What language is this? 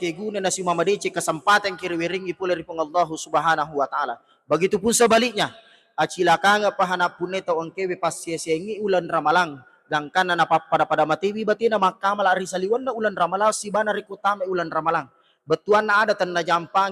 Buginese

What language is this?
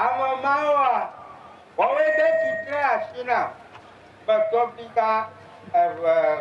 Ewe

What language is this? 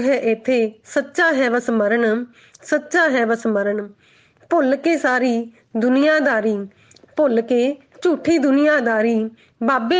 Punjabi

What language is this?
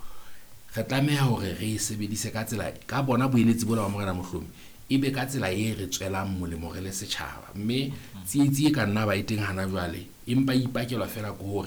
Southern Sotho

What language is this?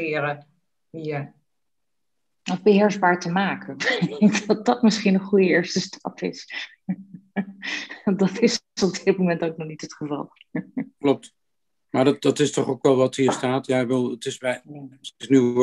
Dutch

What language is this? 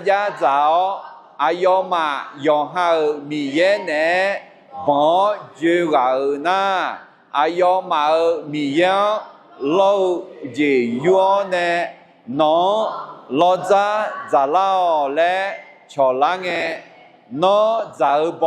Akha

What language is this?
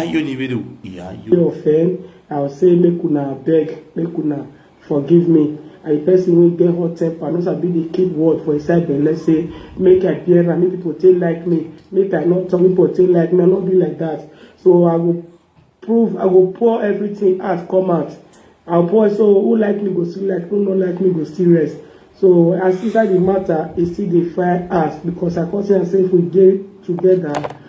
Nigerian Pidgin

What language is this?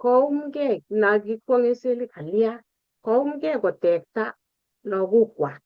Kalenjin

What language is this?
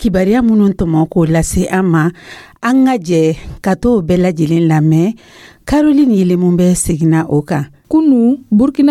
Dyula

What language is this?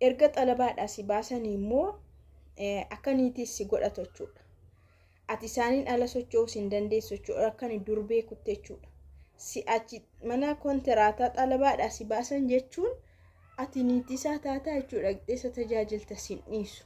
Oromo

